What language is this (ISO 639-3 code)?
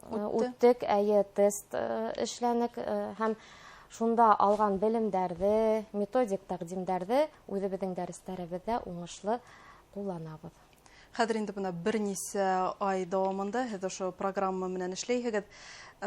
bak